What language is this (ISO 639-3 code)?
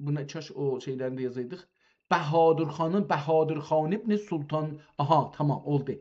azb